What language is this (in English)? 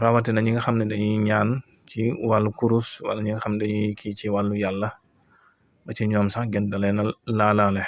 Wolof